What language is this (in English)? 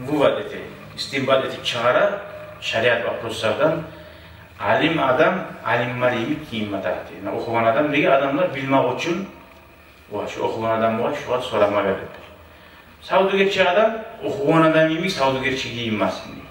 Kumyk